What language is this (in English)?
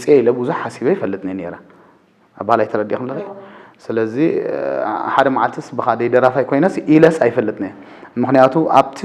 Tigrinya